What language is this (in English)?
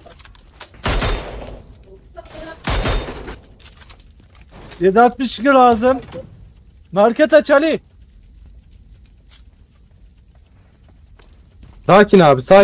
Turkish